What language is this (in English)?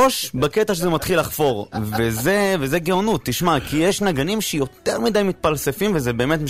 Hebrew